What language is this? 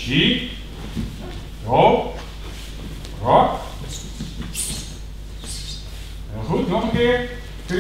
Dutch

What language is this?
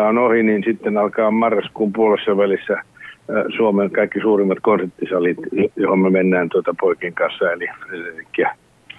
Finnish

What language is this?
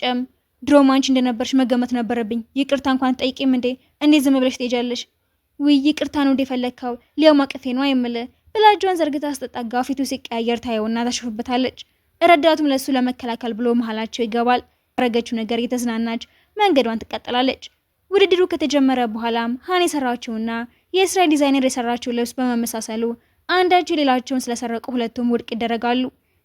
Amharic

